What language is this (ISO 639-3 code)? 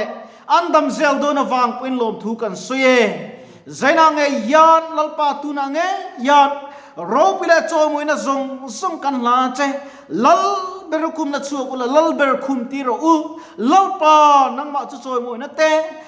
lus